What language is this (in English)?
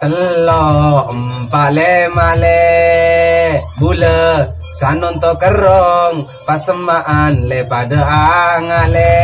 Madurese